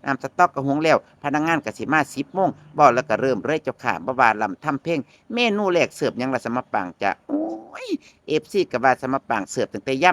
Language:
Northeastern Thai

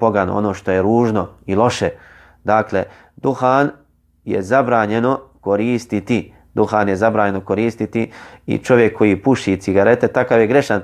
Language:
Bosnian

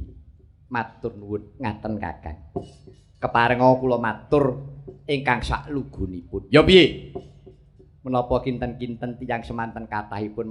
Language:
Javanese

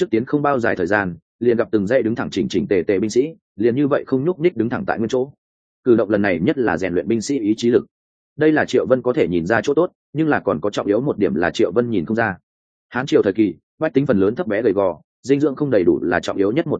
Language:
Vietnamese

